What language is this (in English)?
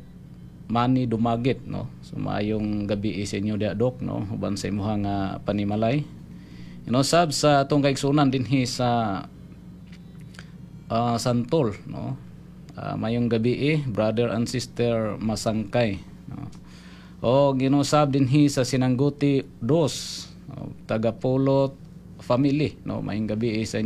Cebuano